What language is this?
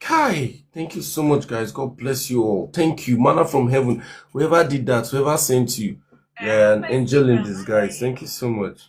Nigerian Pidgin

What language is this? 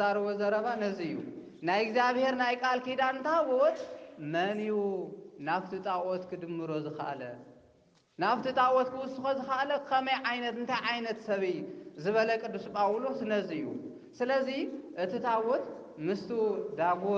Tigrinya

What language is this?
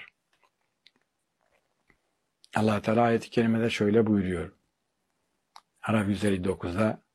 Turkish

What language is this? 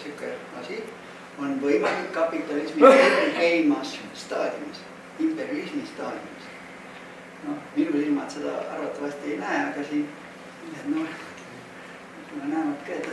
Estonian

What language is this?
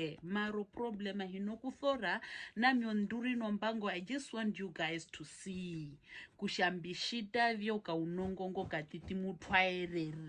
Herero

